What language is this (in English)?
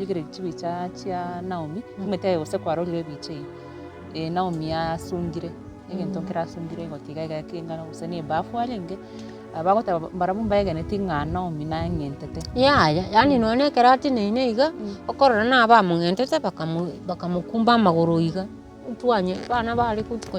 Gusii